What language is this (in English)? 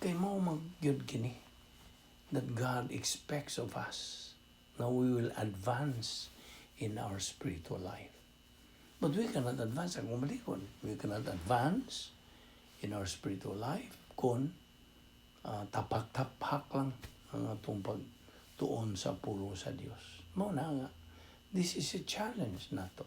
Cebuano